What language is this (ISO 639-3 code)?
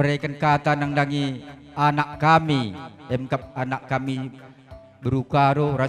btx